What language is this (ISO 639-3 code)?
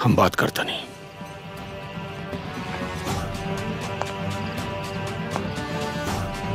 bho